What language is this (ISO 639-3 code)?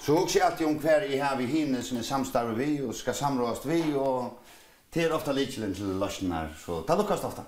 fao